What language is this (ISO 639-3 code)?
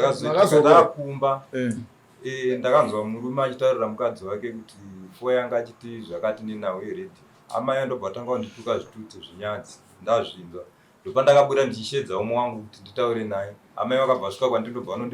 sna